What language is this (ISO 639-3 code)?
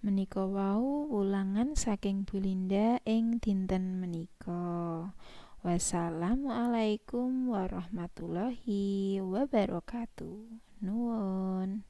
jav